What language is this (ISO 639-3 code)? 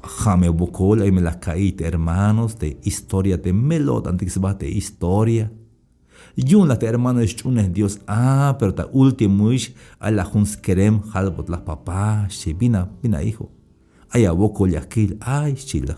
tzh